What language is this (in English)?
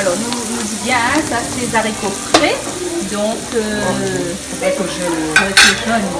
Réunion Creole French